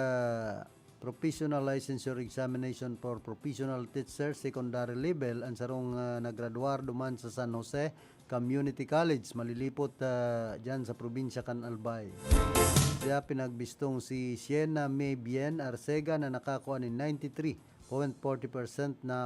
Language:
Bikol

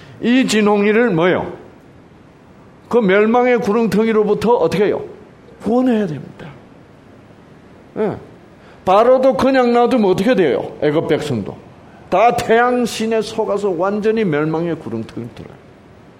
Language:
Korean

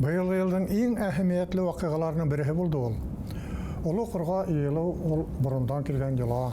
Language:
Bashkir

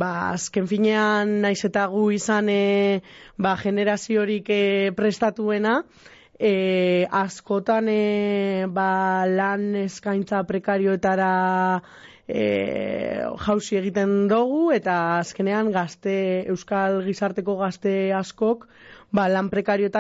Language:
Basque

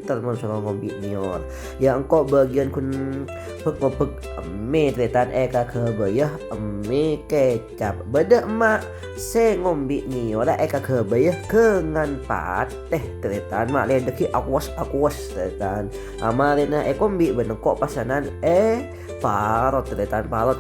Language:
Madurese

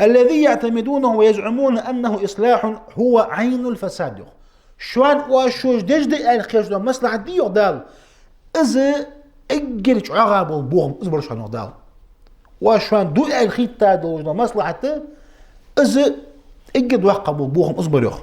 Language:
Ingush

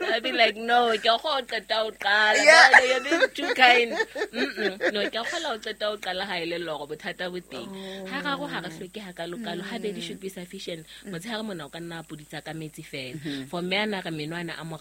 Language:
Southern Sotho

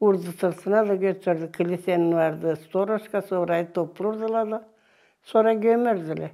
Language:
Gagauz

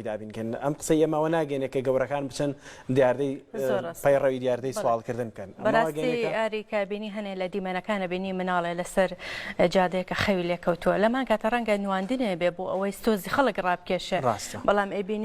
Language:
Central Kurdish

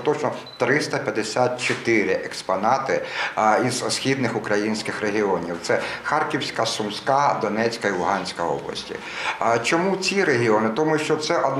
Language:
Ukrainian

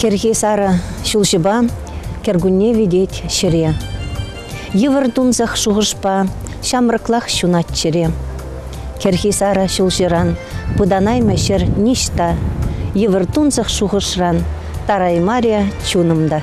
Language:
Chuvash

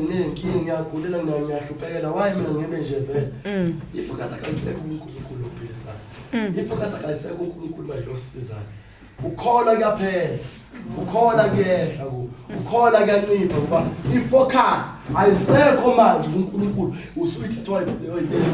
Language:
Zulu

